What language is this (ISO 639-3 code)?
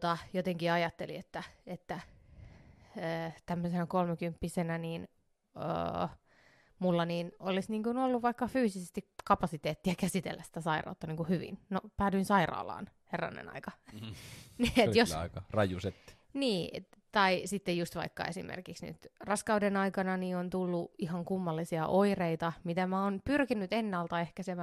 fin